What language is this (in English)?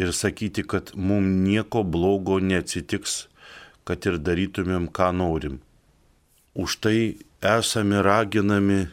Lithuanian